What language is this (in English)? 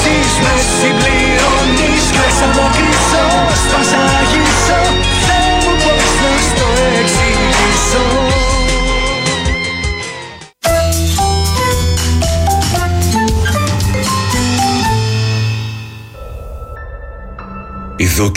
Greek